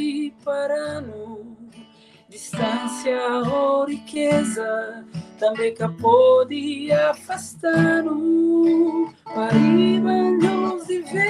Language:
Kabuverdianu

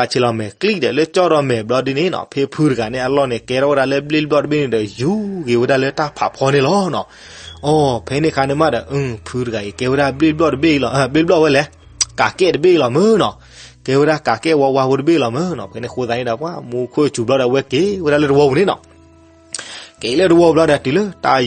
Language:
S'gaw Karen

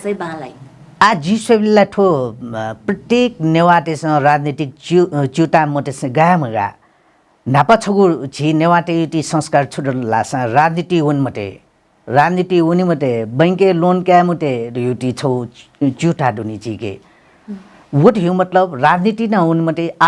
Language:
Newari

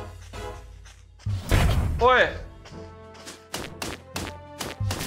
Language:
Thai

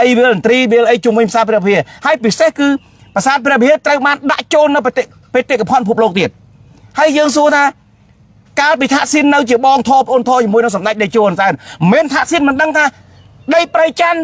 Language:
Khmer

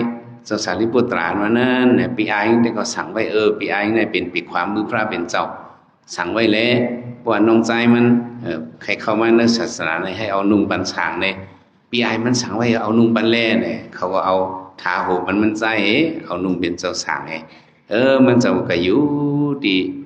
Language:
Shan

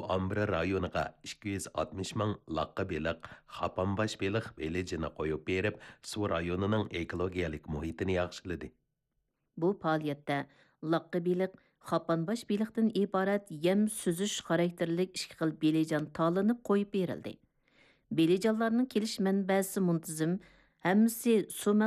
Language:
Uyghur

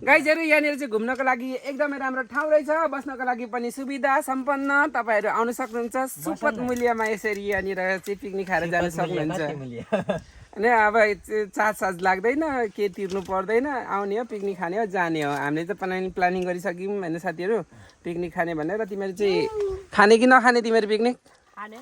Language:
Nepali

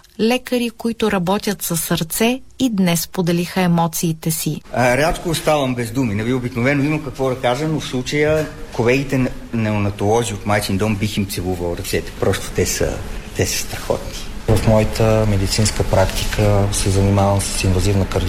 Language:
Bulgarian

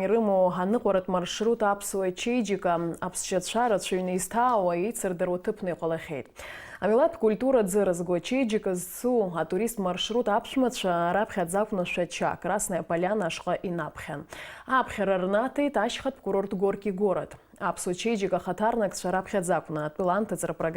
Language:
Abkhazian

